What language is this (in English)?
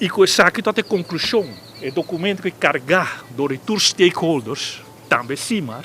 Papiamento